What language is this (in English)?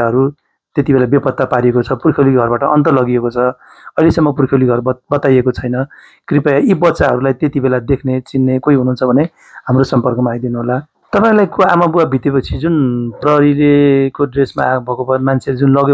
Nepali